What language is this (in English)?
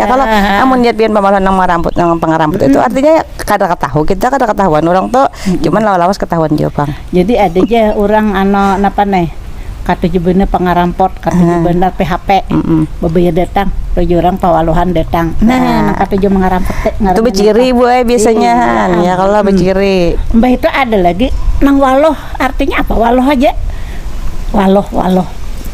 Banjar